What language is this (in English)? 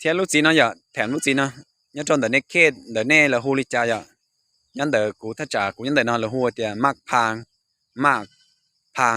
Hmong